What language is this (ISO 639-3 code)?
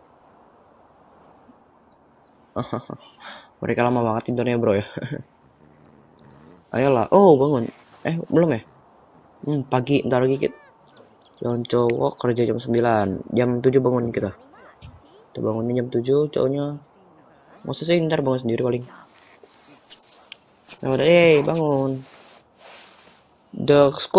ind